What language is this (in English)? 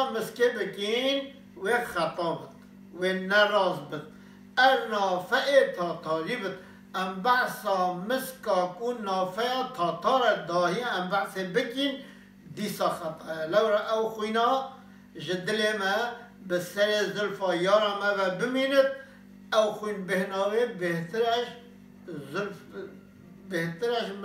Kurdish